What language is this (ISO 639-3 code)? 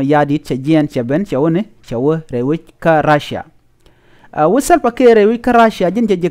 nus